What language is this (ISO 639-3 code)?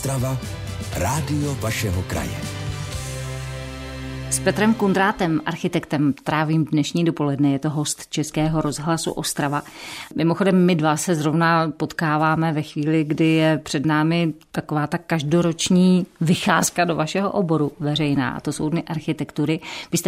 ces